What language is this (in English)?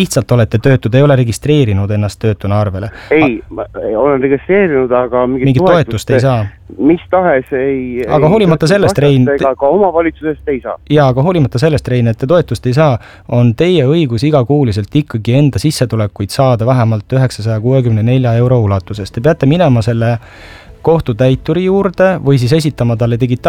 Estonian